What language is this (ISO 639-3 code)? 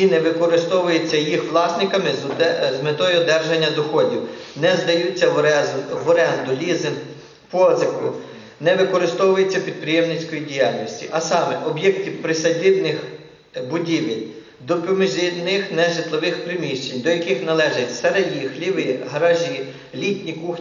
ukr